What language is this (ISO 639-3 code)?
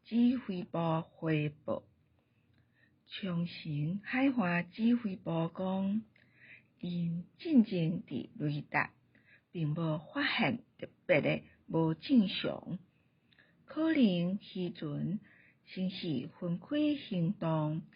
nan